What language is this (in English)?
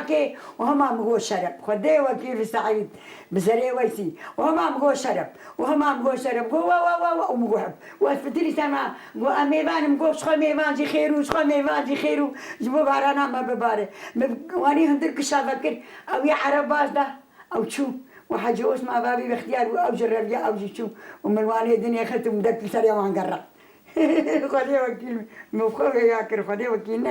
Kurdish